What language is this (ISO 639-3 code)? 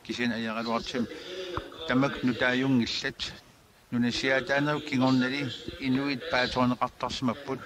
kal